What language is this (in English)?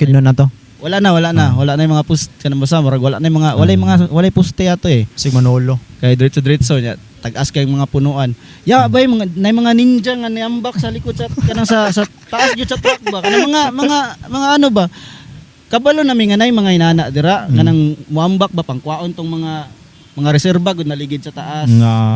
Cebuano